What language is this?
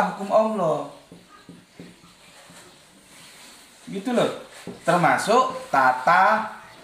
Indonesian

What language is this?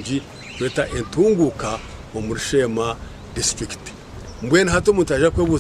Nyankole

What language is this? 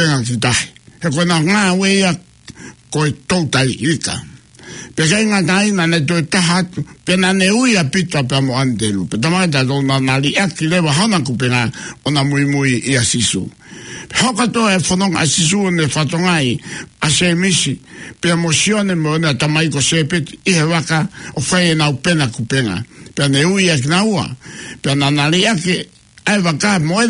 Tongan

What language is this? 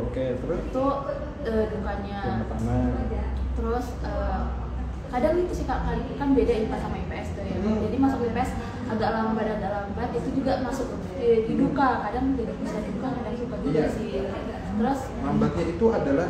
Indonesian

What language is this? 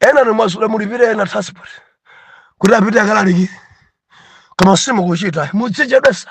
Nyanja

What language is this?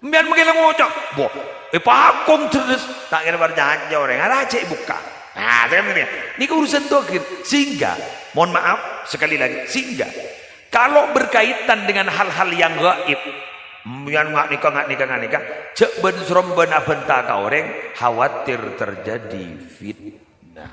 Madurese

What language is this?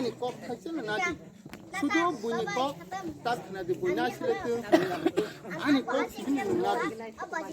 Kok Borok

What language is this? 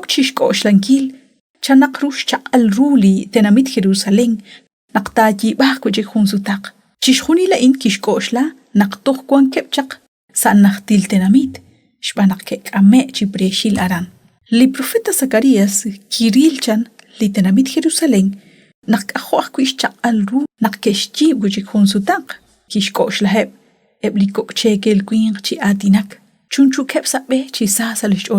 Kekchí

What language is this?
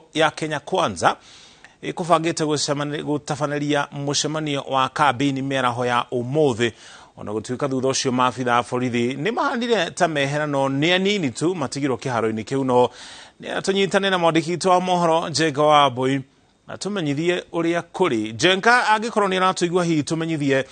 Kikuyu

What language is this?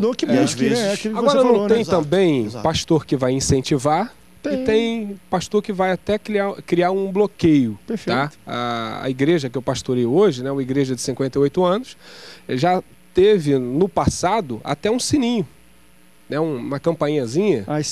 Portuguese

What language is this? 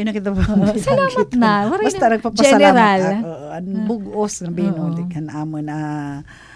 Waray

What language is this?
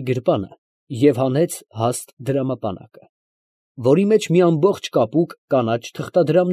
Armenian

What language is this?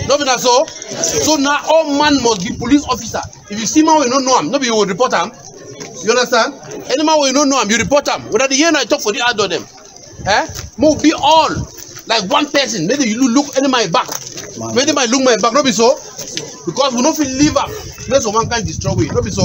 Cameroon Pidgin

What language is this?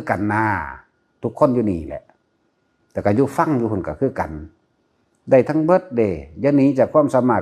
Northeastern Thai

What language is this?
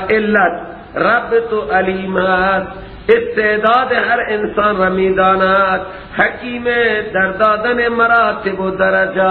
Persian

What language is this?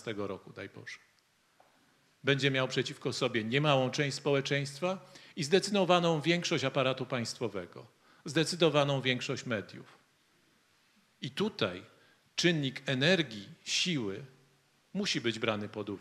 Polish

